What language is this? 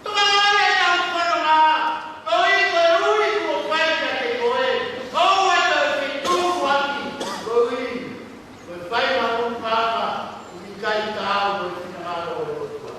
Tongan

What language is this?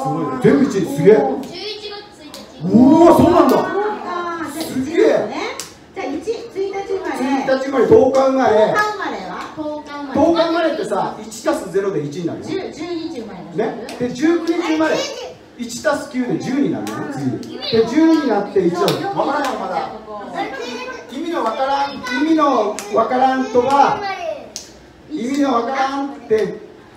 Japanese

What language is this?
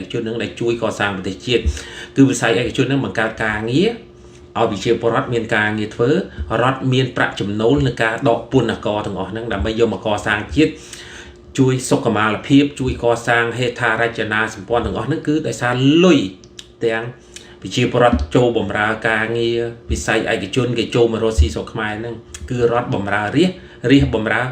Khmer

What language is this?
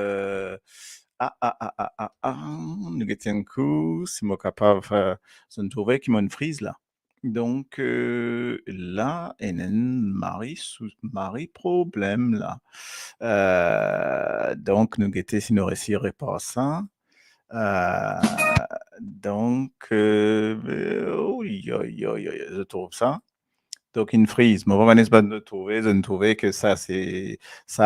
Morisyen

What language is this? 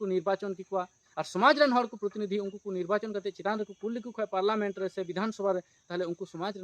Santali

